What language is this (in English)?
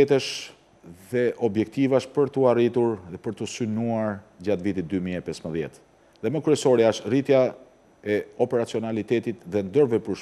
Albanian